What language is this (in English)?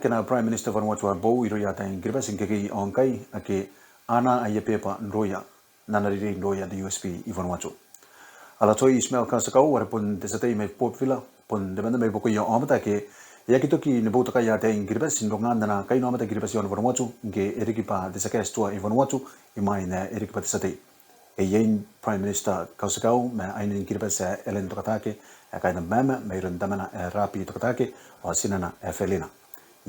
Gilbertese